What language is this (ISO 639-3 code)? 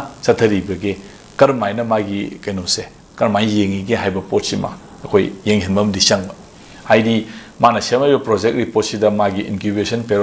mni